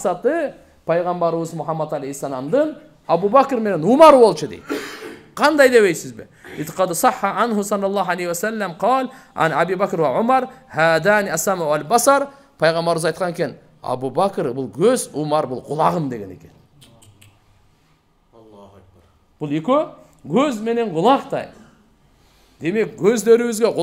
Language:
Kyrgyz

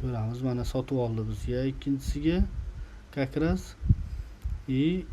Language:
Uzbek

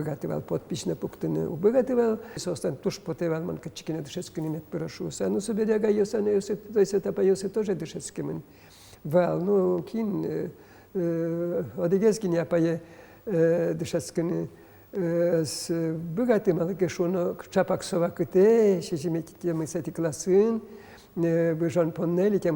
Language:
Udmurt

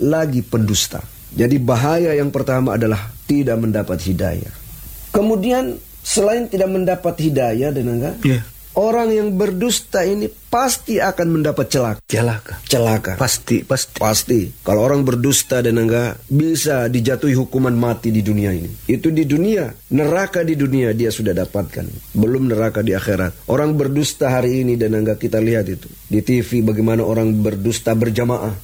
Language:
Indonesian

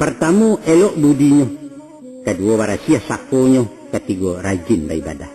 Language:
Minangkabau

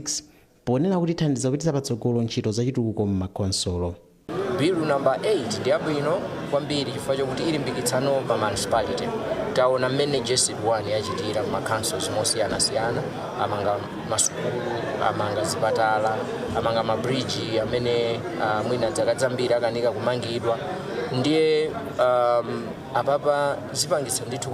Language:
Nyanja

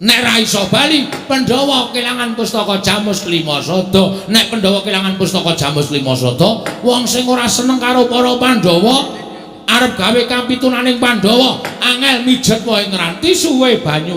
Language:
Javanese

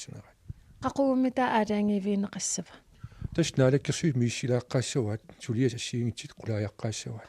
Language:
Kalaallisut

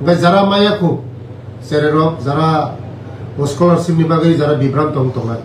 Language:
Kok Borok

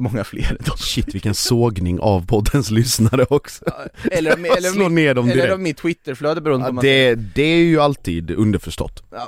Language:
Swedish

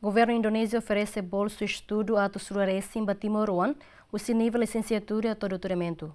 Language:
Tetum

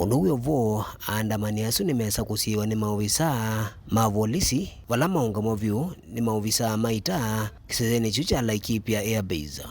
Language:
Kamba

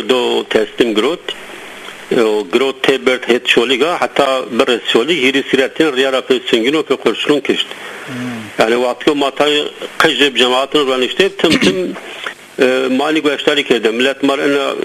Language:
Zaza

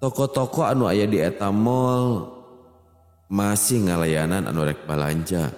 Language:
Sundanese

